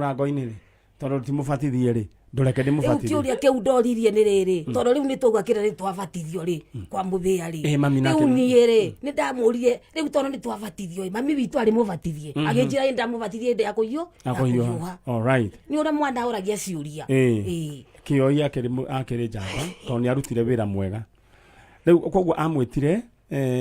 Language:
Kikuyu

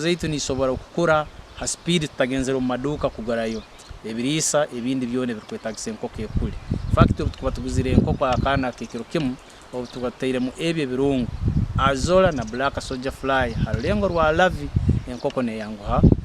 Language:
Nyankole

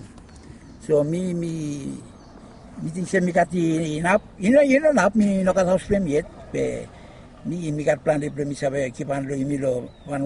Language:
Bislama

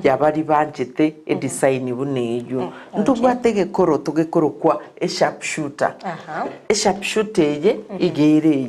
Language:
Gusii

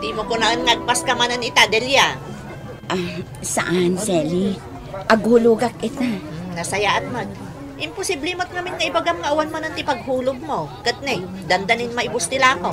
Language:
Iloko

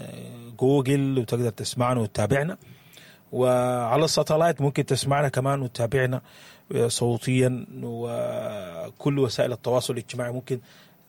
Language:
Sudanese Arabic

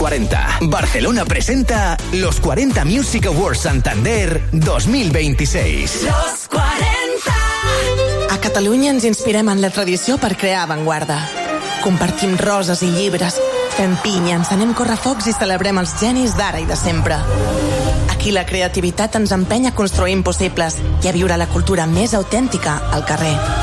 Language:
Catalan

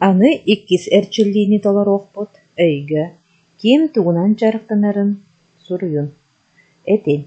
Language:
Yakut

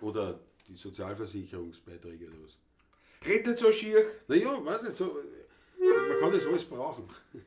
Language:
Bavarian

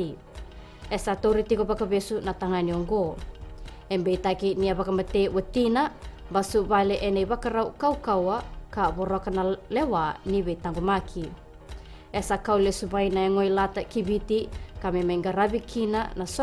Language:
Fijian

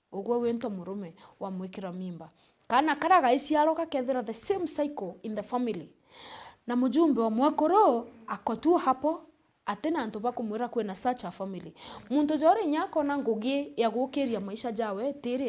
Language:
Meru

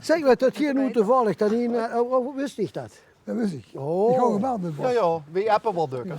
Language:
Limburgish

